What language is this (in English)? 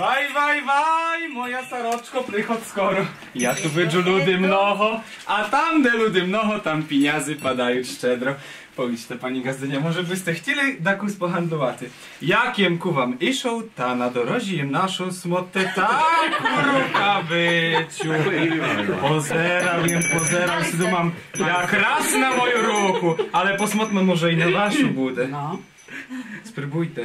Rusyn